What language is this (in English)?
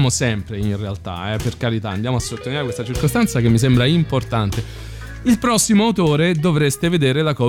Italian